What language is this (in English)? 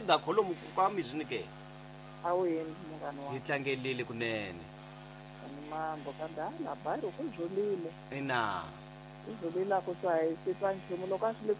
Tsonga